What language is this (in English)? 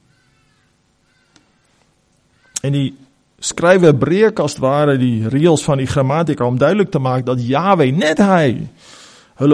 Afrikaans